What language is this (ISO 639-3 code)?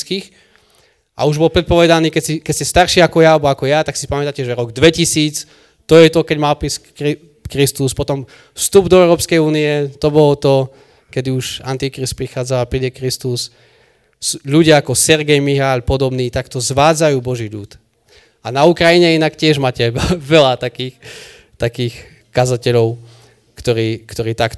slk